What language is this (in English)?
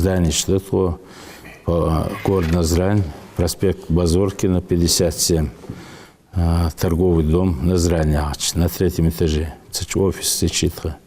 Ingush